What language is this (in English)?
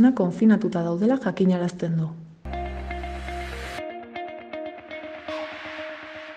Basque